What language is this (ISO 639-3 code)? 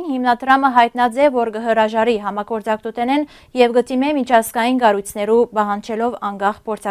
hyw